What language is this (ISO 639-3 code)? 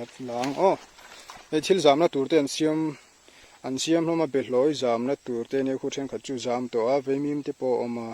lus